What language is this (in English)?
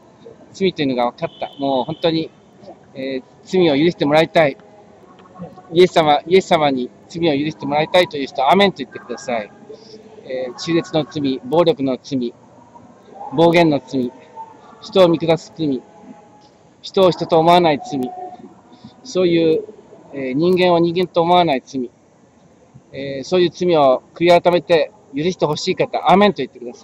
Japanese